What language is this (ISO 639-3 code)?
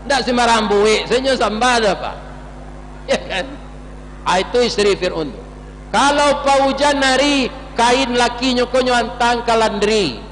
min